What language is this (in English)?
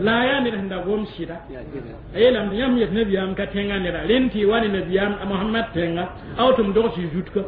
Mossi